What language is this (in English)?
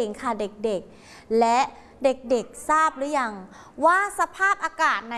Thai